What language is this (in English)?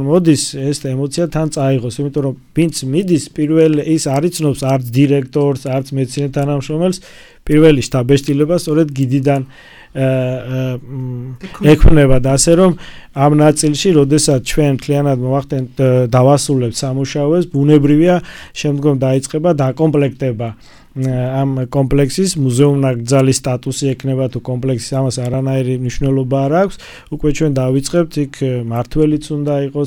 Georgian